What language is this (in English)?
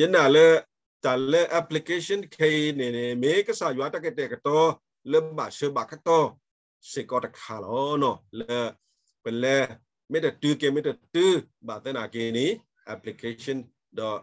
S'gaw Karen